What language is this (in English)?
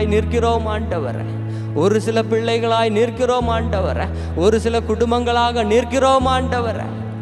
Tamil